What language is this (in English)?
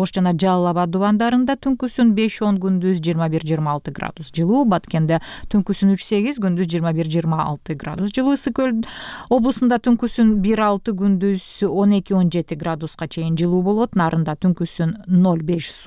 Kyrgyz